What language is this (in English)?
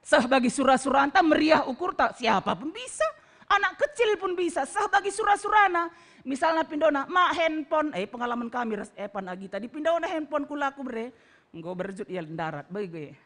Batak Karo